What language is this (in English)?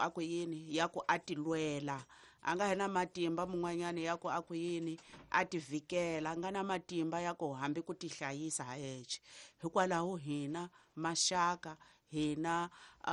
Tsonga